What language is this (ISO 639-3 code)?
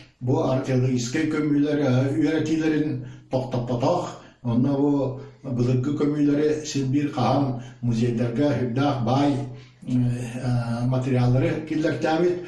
sah